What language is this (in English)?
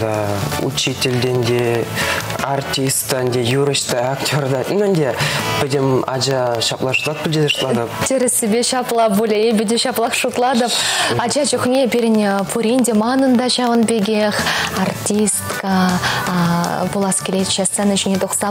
Chuvash